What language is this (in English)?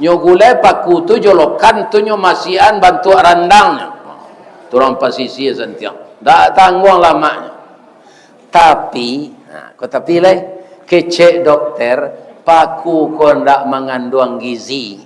Minangkabau